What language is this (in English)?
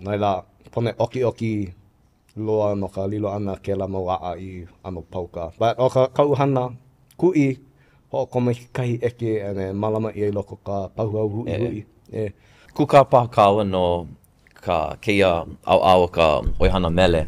Hawaiian